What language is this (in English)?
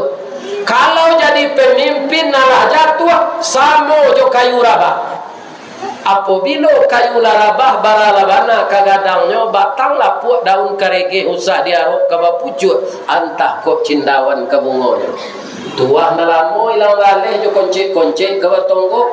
Minangkabau